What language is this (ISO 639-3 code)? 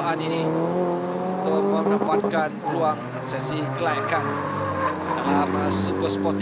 msa